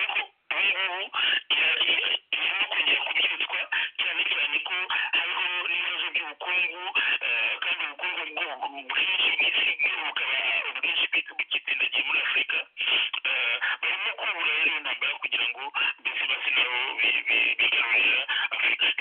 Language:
Kinyarwanda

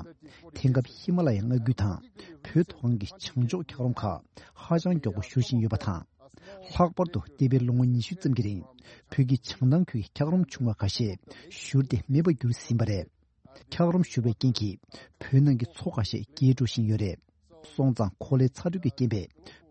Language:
Tibetan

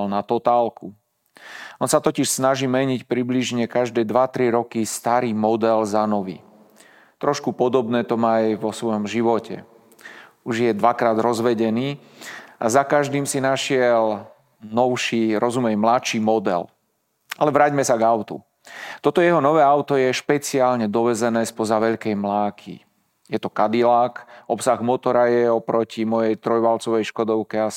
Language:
Slovak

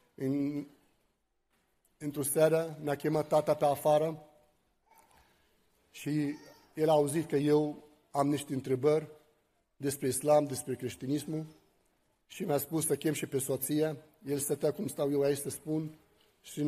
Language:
Romanian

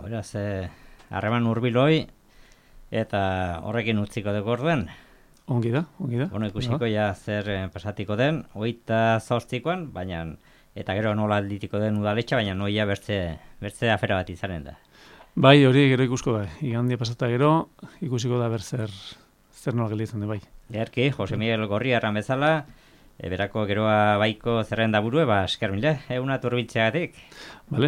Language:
Basque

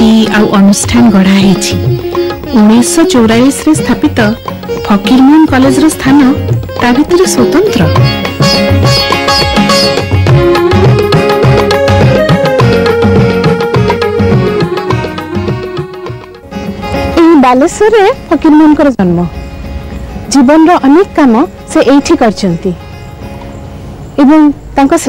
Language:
Odia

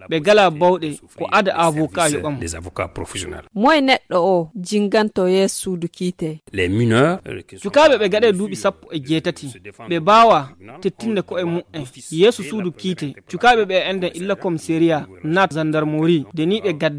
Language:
Fula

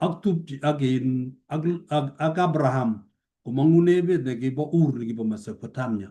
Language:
Kalenjin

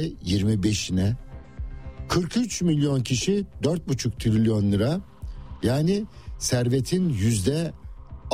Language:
Turkish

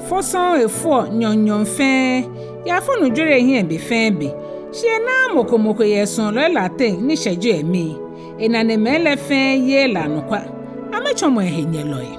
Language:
Ga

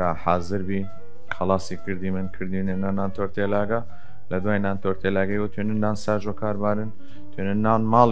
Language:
Southern Kurdish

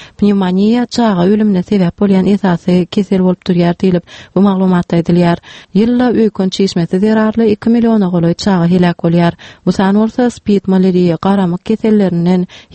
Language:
Turkmen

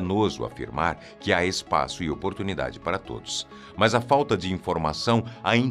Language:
Portuguese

